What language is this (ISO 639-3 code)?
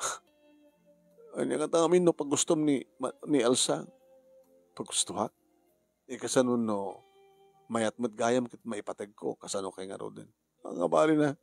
ilo